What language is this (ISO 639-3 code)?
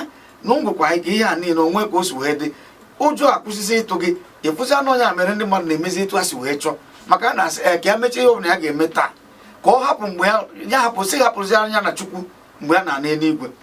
ibo